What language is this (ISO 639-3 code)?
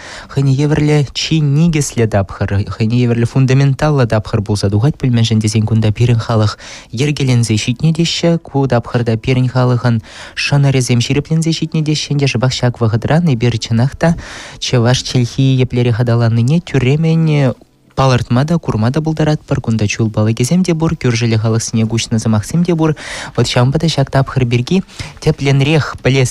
chv